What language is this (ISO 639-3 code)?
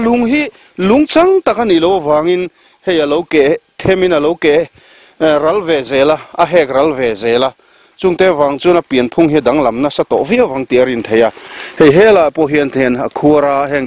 lus